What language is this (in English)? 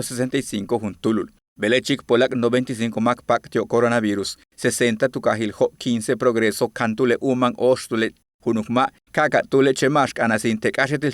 Yucateco